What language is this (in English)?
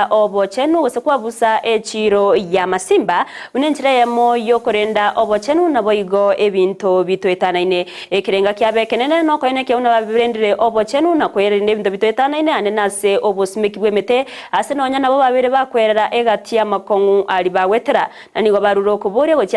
Gusii